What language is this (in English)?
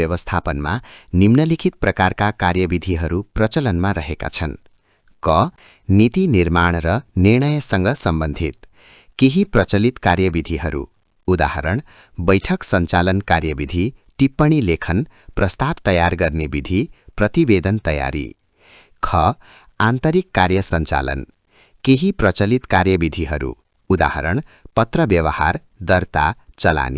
Nepali